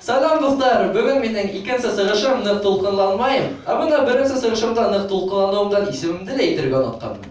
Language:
Bashkir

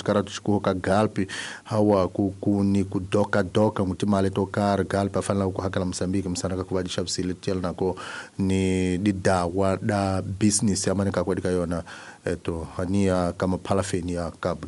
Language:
Tsonga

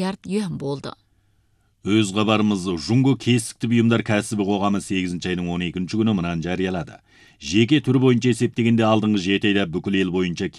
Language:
Kazakh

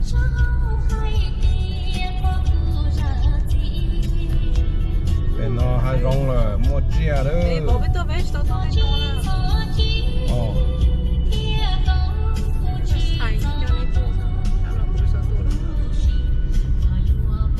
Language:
Vietnamese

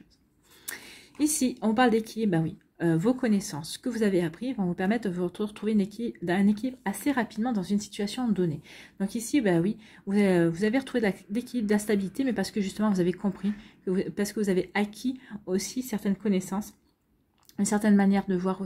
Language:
French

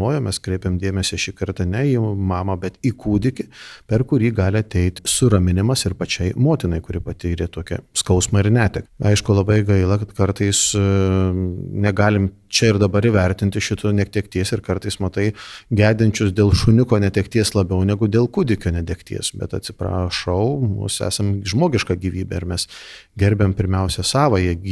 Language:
Lithuanian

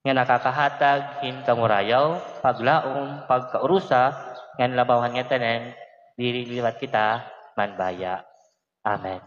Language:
Waray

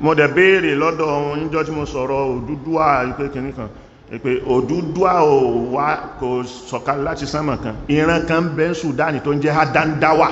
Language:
Yoruba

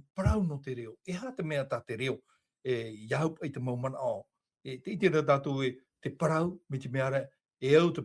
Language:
Tahitian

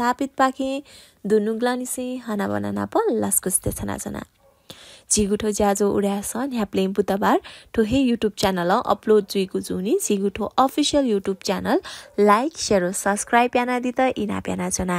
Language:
Newari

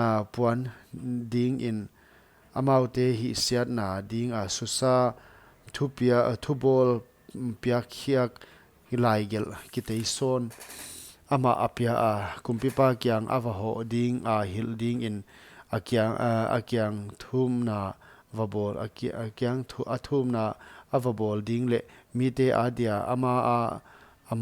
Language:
Paite Chin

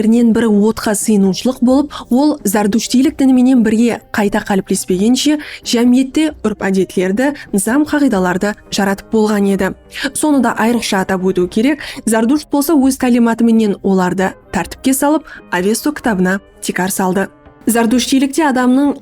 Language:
Kara-Kalpak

